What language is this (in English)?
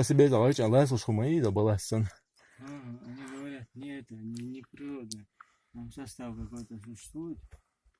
Chechen